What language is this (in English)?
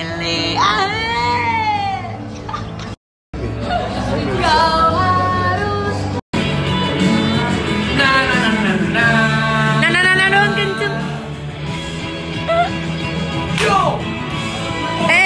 Indonesian